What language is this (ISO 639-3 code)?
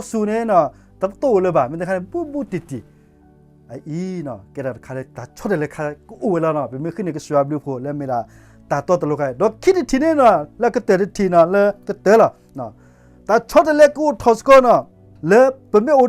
ksw